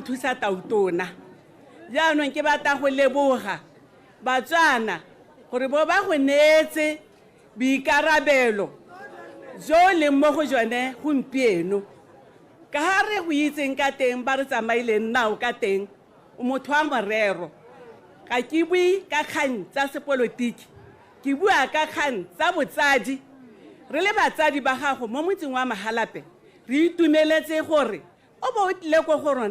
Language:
Tswana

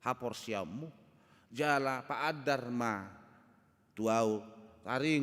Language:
Batak Toba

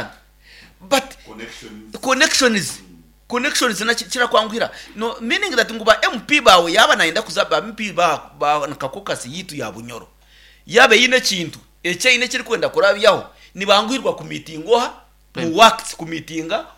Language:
Nyankole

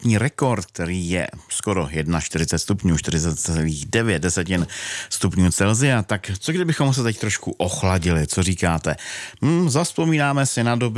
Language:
Czech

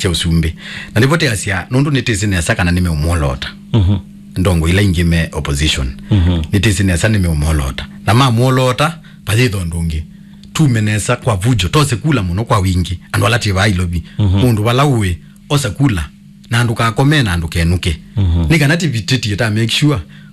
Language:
Kamba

